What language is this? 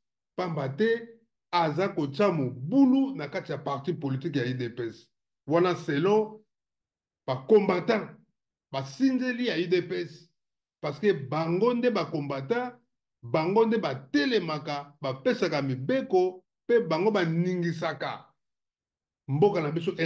Lingala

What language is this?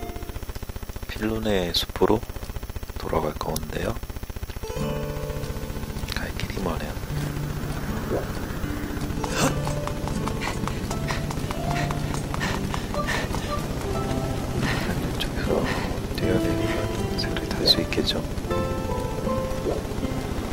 Korean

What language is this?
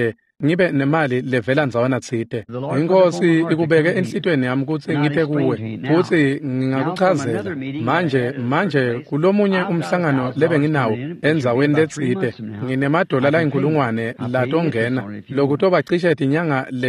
Swati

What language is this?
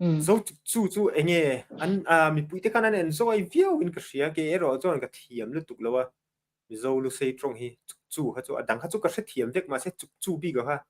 Mizo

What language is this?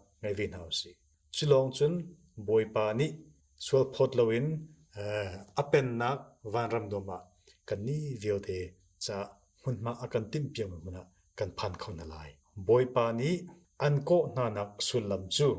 Hakha Chin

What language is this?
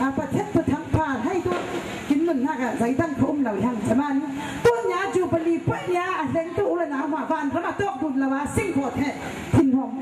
Falam Chin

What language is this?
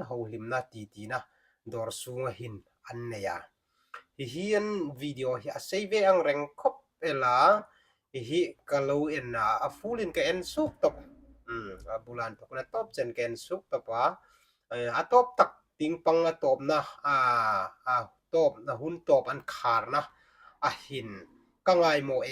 Hmar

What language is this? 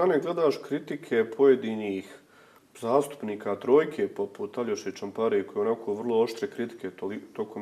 Bosnian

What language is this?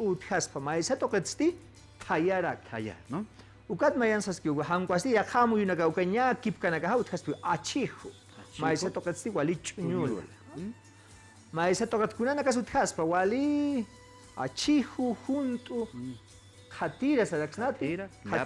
Aymara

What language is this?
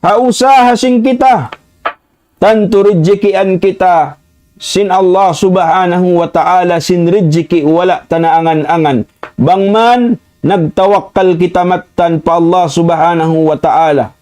Tausug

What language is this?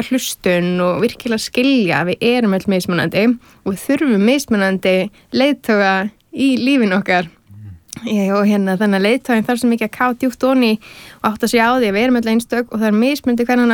Icelandic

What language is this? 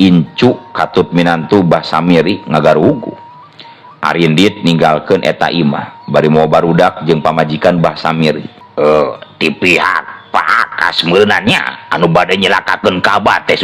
Sundanese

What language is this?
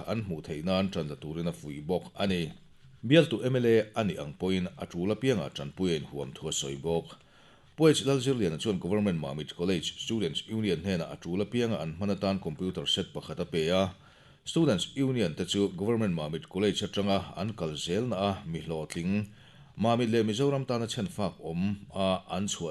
Mizo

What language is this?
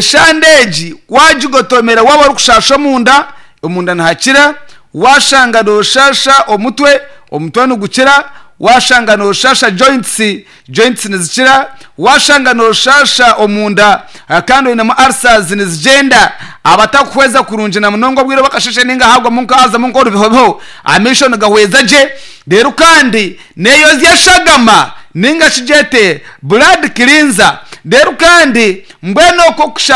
Nyankole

